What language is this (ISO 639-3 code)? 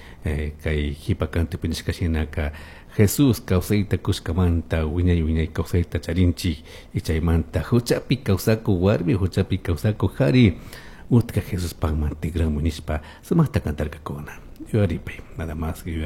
qug